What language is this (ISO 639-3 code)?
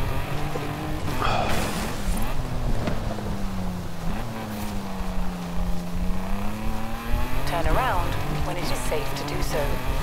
ell